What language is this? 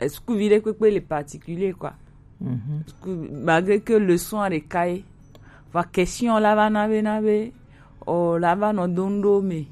Gen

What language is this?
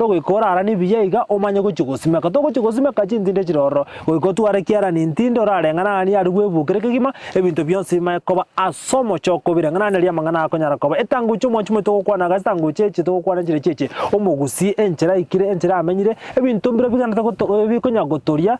Gusii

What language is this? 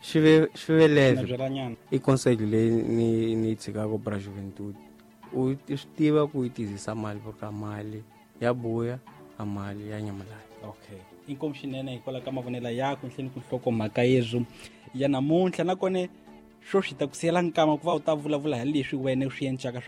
Tsonga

